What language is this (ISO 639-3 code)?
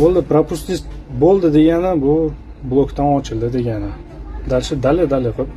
uzb